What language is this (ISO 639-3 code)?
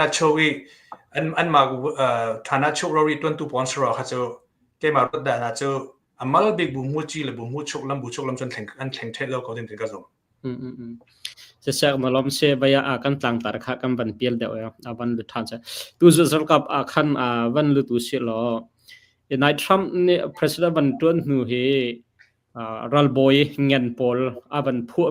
cnh